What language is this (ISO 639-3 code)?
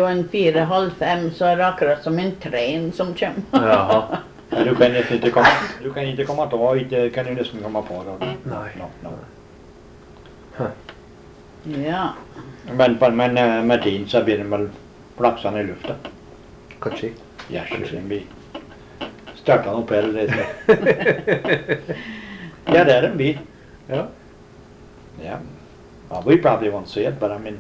nor